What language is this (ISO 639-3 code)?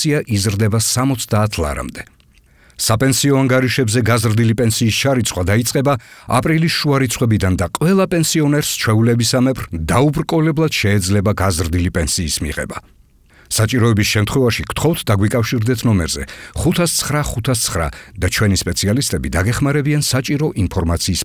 kat